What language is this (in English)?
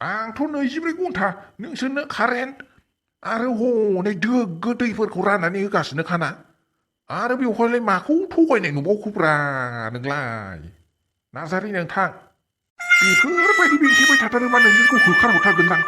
Bodo